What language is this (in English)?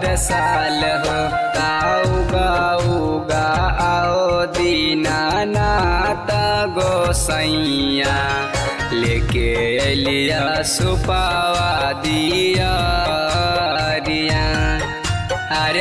Bhojpuri